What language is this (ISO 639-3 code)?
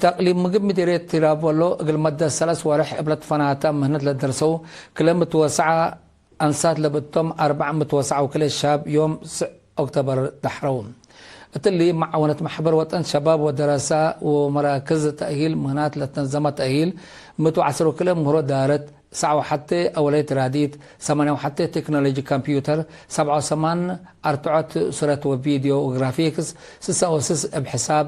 tig